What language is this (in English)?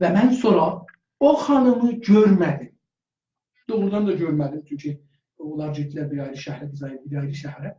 South Azerbaijani